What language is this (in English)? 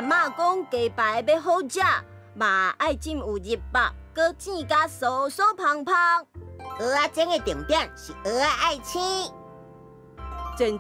Min Nan Chinese